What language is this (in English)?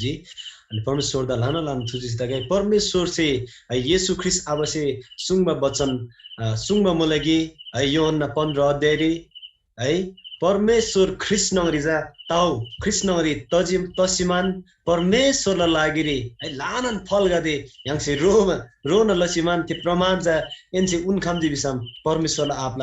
Eastern Tamang